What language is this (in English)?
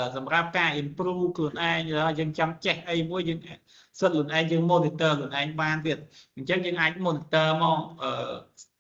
Khmer